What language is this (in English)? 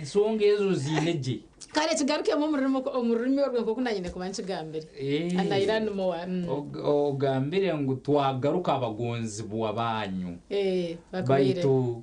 Nyankole